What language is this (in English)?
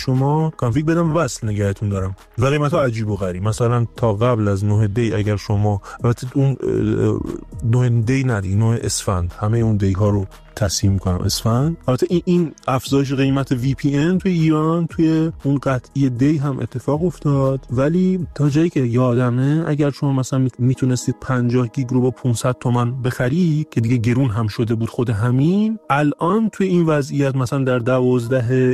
Persian